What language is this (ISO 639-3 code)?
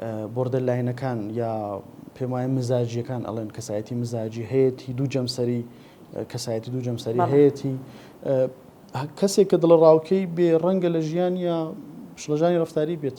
ckb